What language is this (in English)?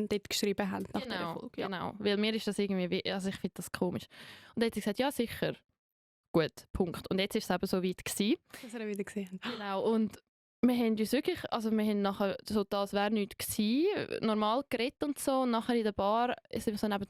Swiss German